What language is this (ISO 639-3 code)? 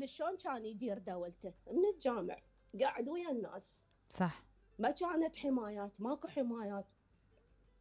acm